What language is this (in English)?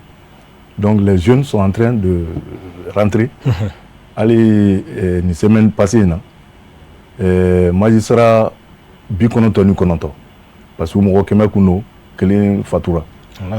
Bambara